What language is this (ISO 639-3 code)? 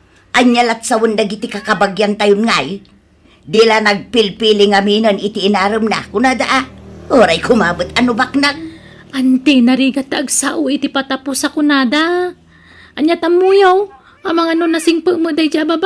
ilo